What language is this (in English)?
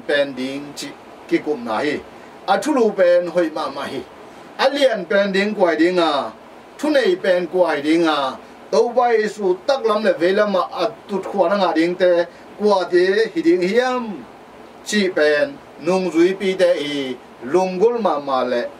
Tedim Chin